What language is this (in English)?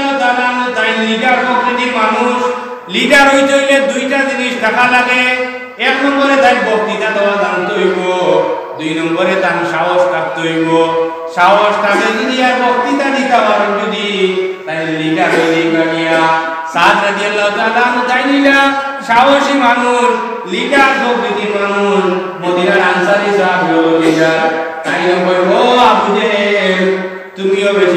Sylheti